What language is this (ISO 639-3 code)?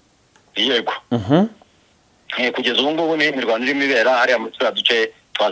kin